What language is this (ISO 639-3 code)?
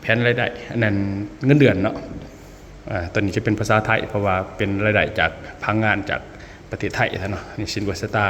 lao